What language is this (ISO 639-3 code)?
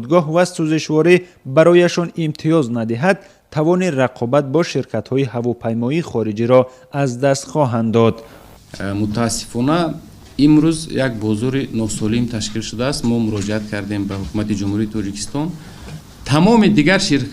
tgk